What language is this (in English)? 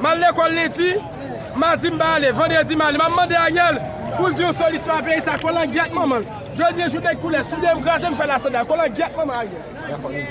Haitian Creole